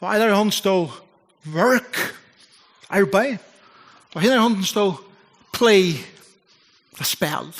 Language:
Faroese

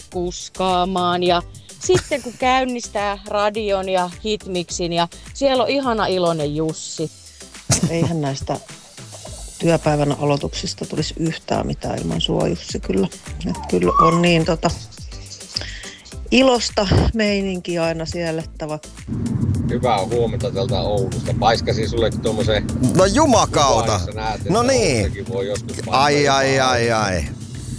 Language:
Finnish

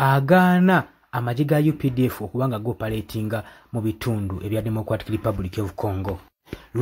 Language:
Ganda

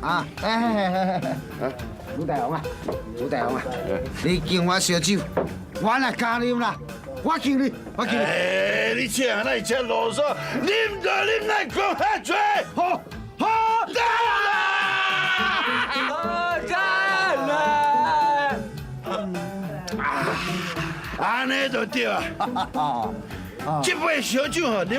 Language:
Min Nan Chinese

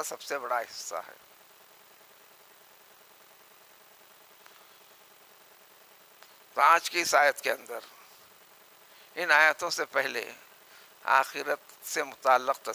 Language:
Urdu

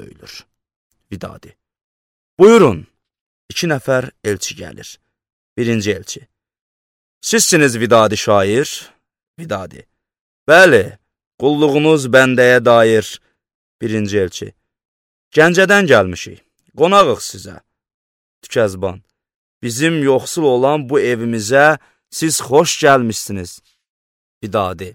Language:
Azerbaijani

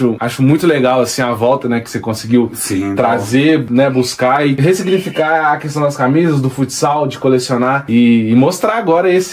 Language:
Portuguese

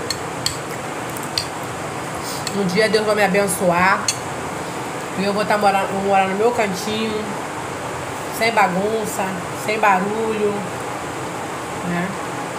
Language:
Portuguese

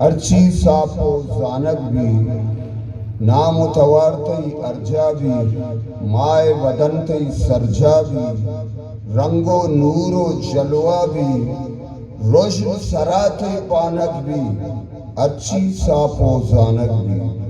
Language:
Eastern Balochi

